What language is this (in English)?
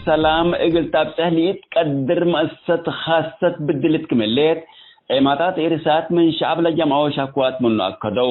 Tigre